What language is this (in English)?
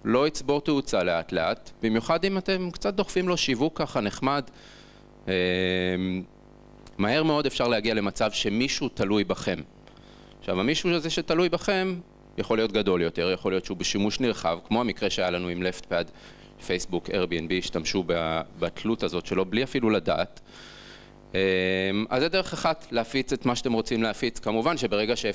Hebrew